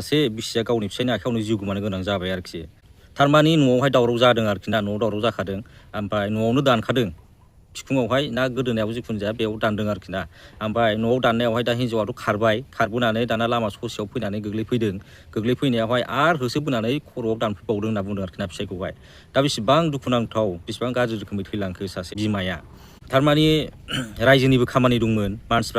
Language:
Bodo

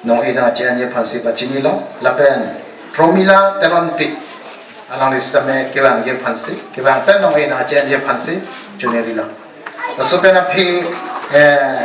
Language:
Karbi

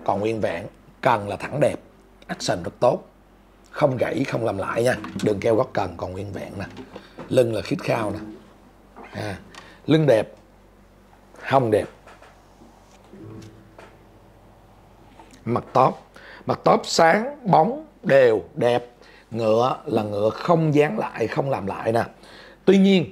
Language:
Vietnamese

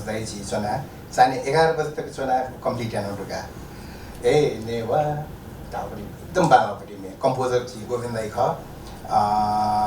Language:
Newari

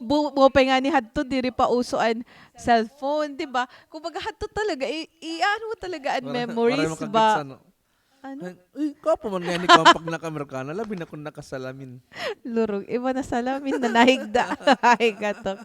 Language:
Waray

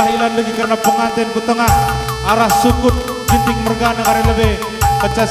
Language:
Batak Karo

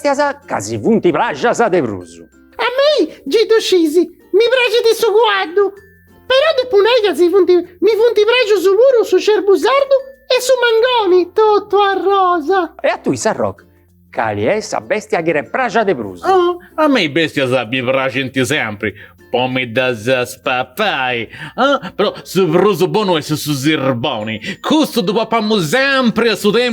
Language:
Sardinian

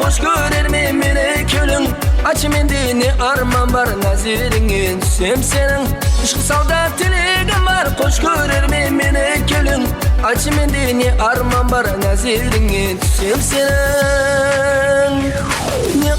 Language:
Kara-Kalpak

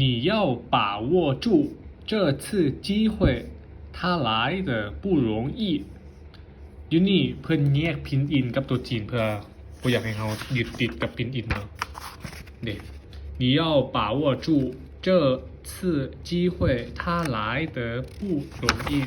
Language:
Lao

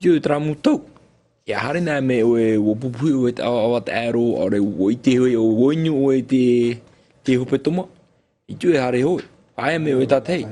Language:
Tahitian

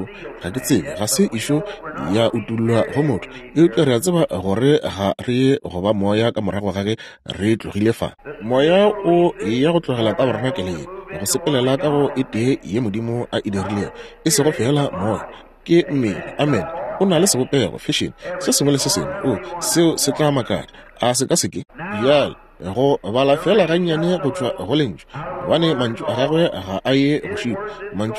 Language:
Northern Sotho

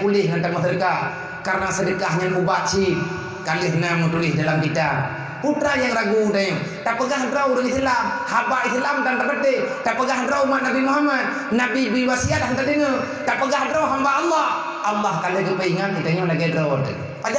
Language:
Achinese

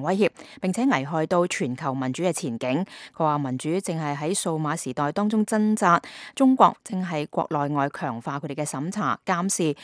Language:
Cantonese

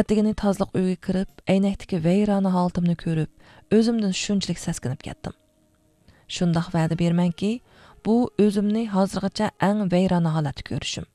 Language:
Uyghur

